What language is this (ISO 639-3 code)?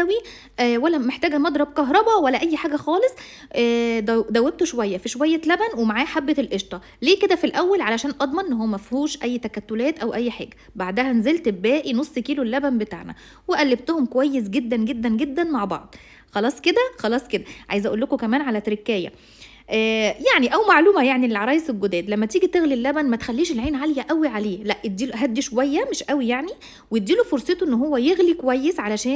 arz